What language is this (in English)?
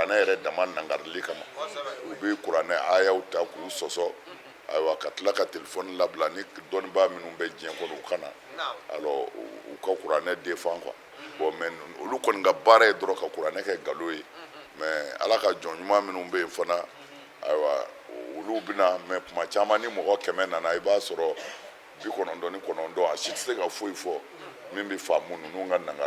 Bambara